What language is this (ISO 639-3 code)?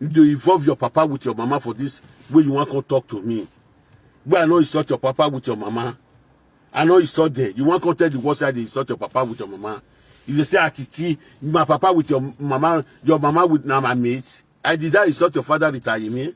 pcm